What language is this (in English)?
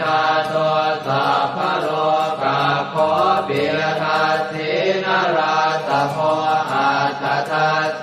Pali